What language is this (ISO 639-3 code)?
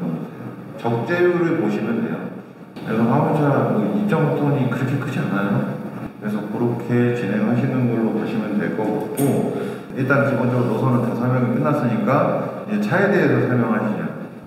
kor